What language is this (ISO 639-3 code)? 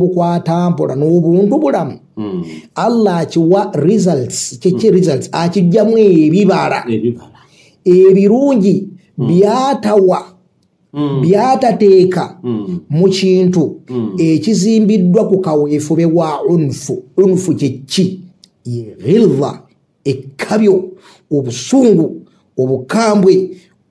lug